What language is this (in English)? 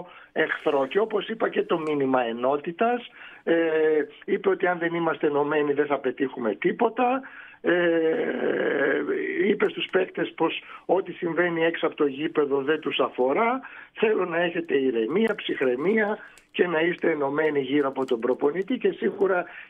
Greek